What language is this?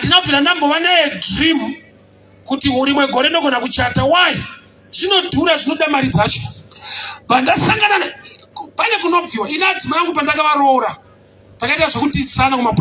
Shona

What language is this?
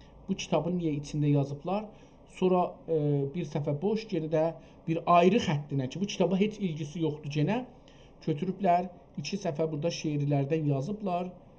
South Azerbaijani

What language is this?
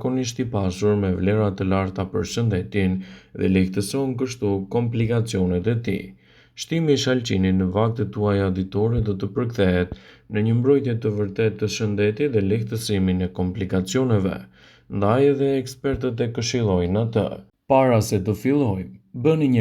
Albanian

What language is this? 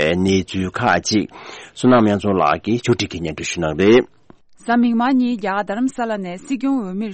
Tibetan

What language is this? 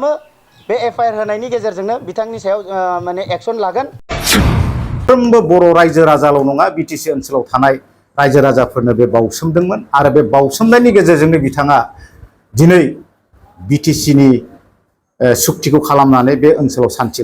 Bodo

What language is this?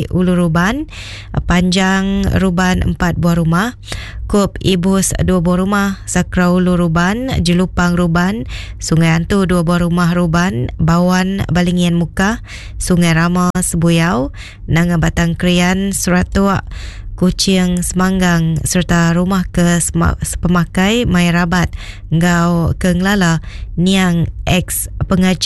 Iban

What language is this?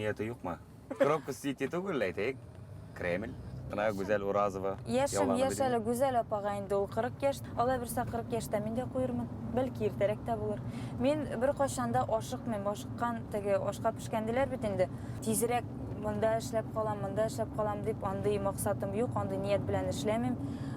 Bashkir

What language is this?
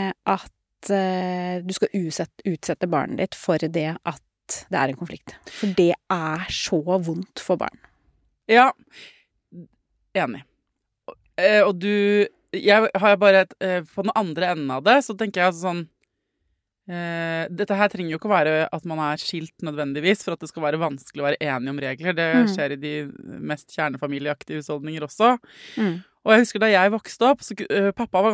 Norwegian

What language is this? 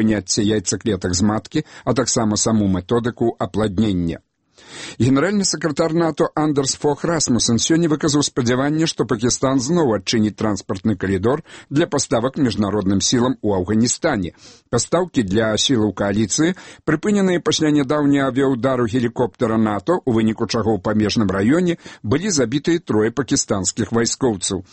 Belarusian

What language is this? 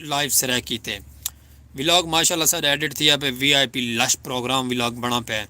Saraiki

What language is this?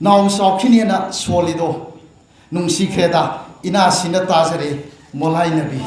Manipuri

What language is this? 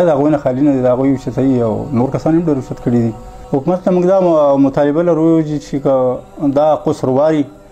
Pashto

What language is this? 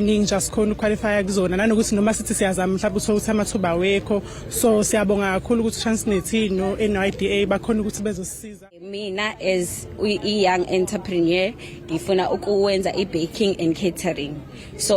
Zulu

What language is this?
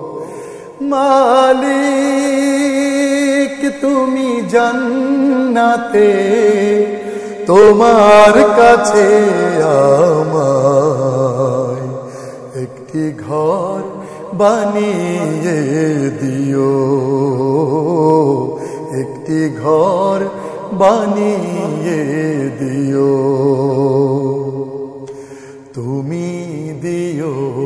Bangla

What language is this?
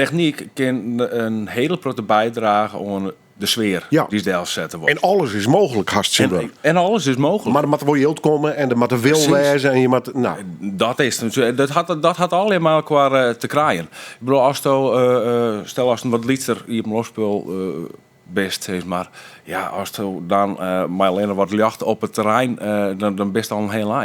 Western Frisian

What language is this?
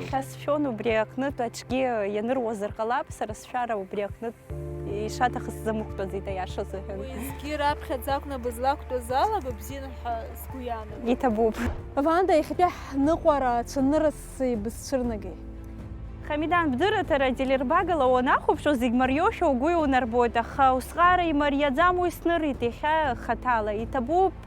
Abkhazian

